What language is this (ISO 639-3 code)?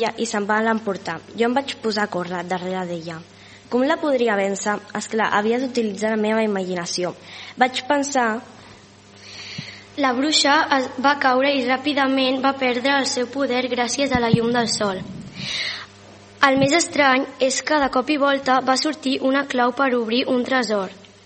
cat